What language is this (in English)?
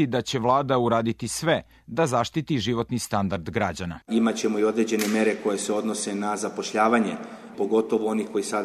Serbian